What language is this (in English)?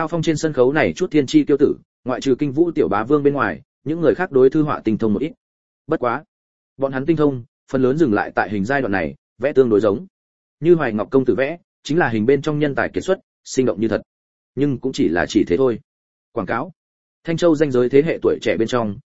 Vietnamese